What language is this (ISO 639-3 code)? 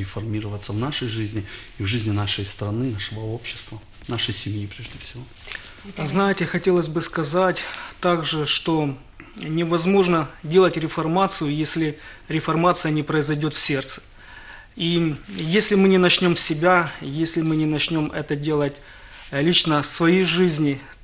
rus